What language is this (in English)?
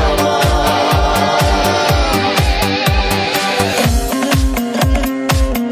Kazakh